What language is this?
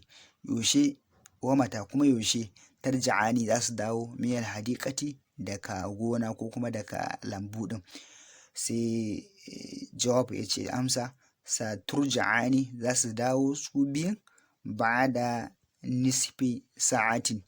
Hausa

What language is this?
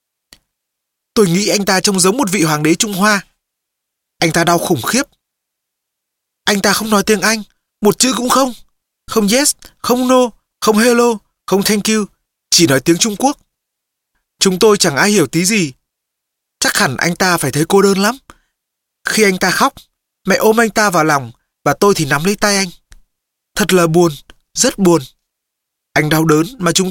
Vietnamese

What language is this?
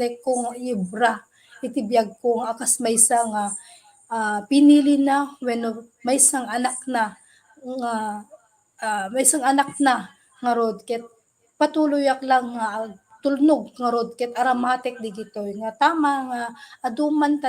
Iloko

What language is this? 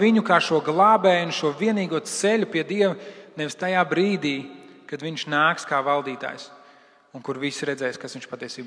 Latvian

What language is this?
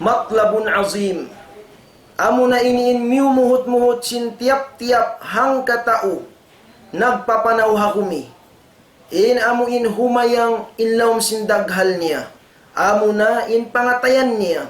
Tausug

